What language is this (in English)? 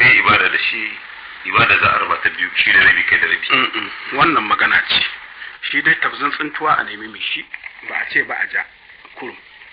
Hausa